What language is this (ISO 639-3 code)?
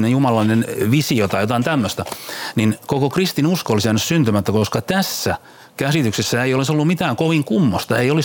fin